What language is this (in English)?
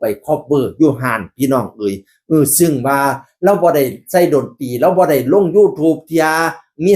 Northeastern Thai